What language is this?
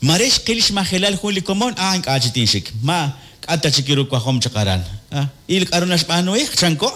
Kekchí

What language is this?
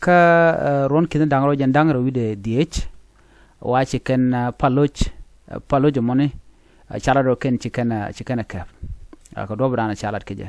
Nuer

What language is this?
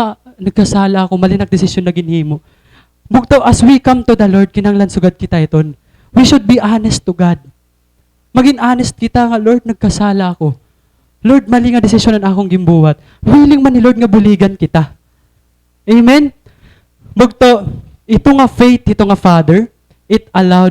Waray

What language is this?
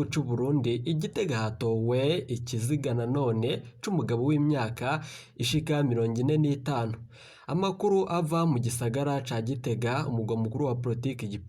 Rundi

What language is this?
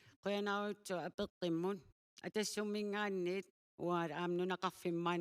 Kalaallisut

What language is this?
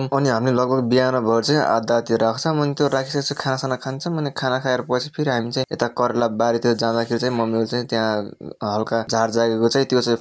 Nepali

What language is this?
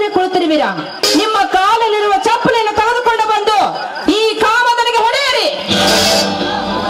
Kannada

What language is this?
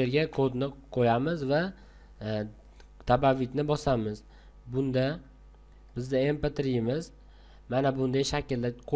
Uzbek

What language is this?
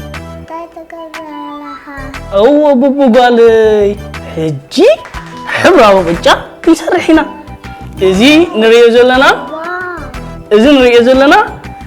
Tigrinya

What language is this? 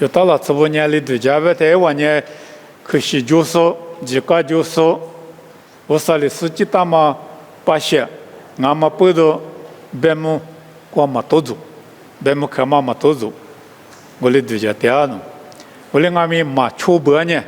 Lisu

